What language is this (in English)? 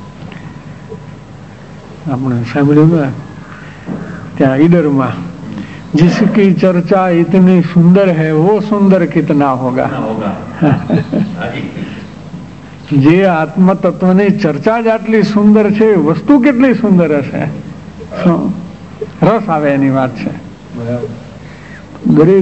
Gujarati